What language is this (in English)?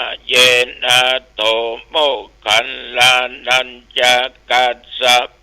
Pali